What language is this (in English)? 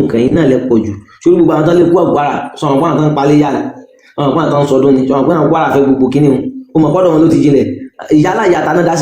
Yoruba